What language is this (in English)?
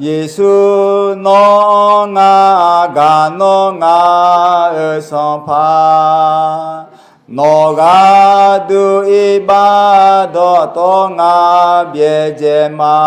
Akha